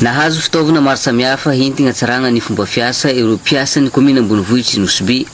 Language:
Malagasy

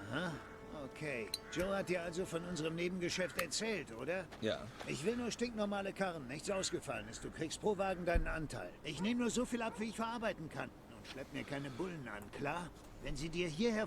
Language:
Swiss German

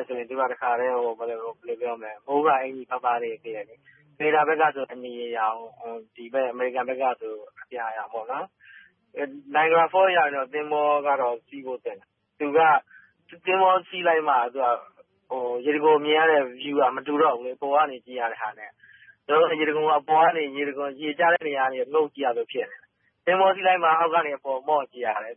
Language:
Burmese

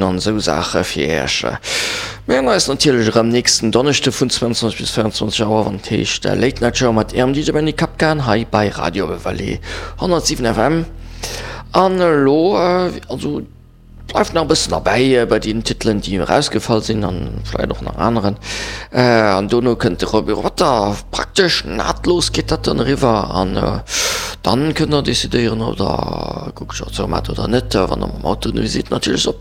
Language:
Luxembourgish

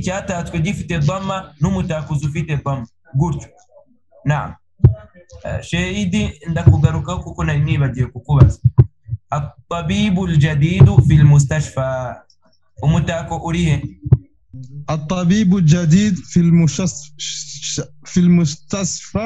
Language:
Kinyarwanda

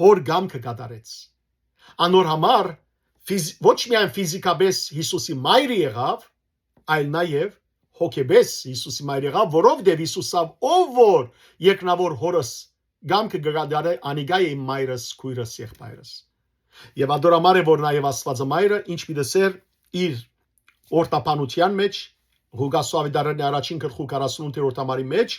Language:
Western Armenian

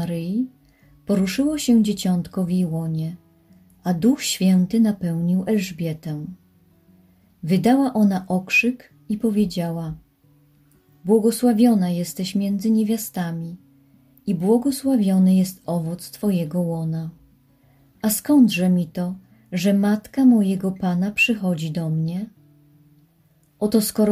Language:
Polish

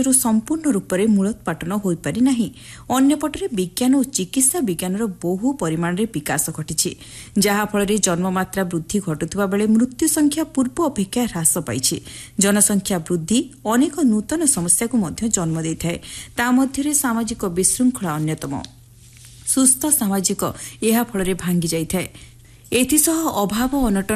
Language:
Odia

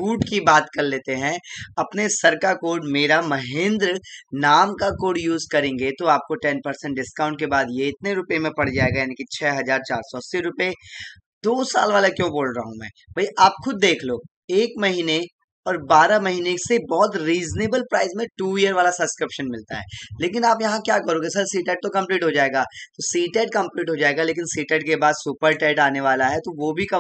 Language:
Hindi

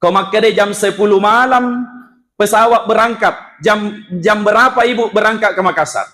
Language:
Buginese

